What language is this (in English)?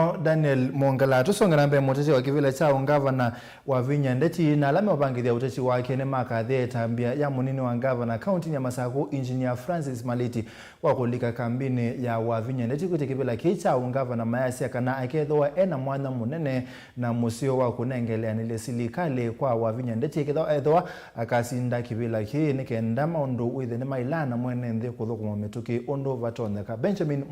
Kamba